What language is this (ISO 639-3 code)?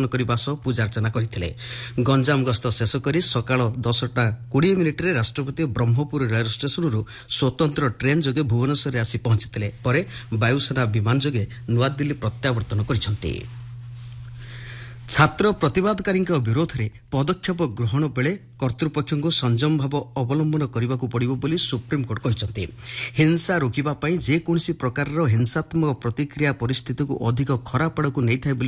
ori